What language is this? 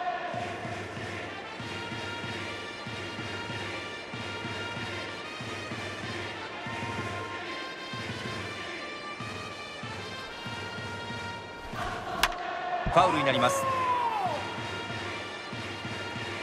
Japanese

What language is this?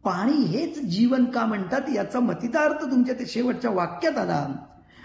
Marathi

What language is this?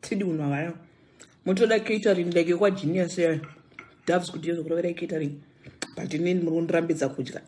Shona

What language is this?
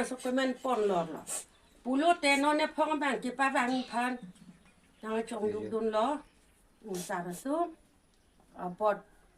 Karbi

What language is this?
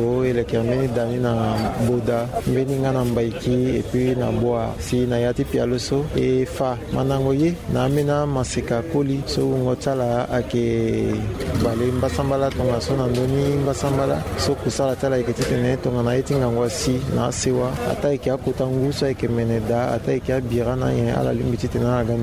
Sango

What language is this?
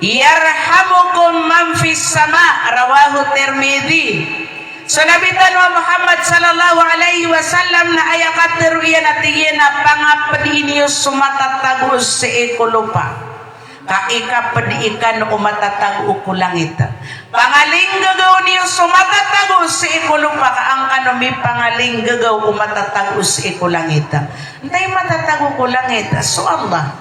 Maranao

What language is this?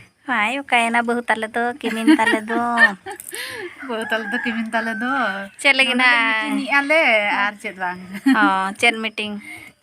Santali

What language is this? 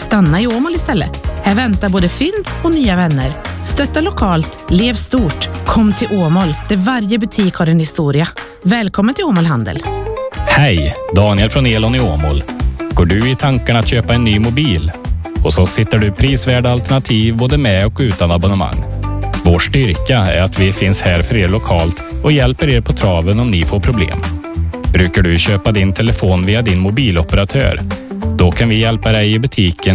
Swedish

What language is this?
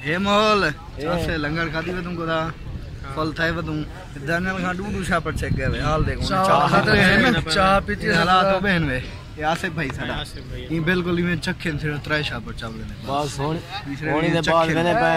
Saraiki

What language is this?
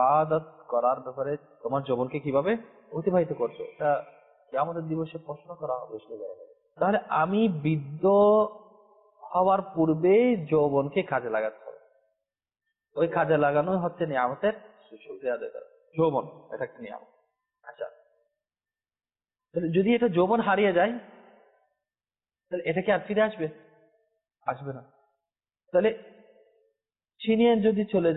Bangla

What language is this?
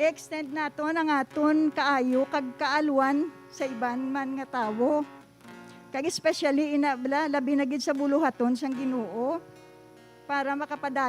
Hiligaynon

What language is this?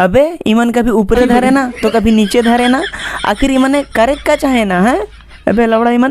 Sadri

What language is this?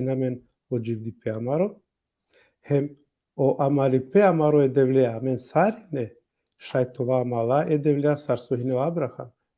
Balkan Romani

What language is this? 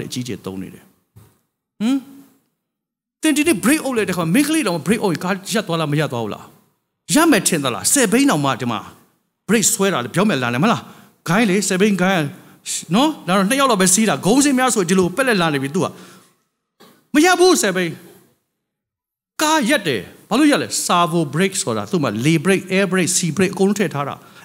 Burmese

